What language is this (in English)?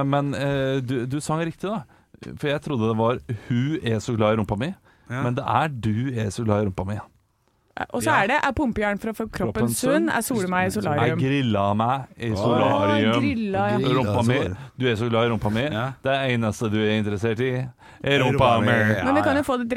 Norwegian